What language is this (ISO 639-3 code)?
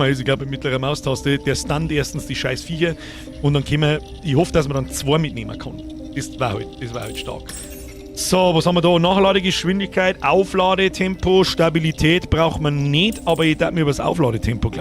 bar